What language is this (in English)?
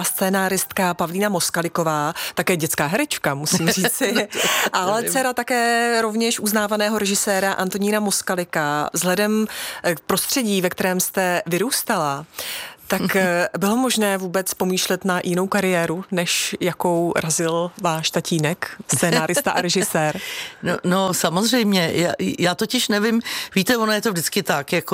Czech